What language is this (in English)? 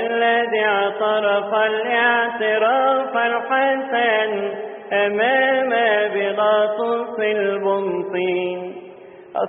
Egyptian Arabic